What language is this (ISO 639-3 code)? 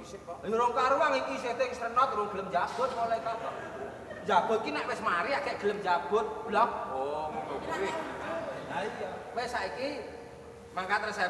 jav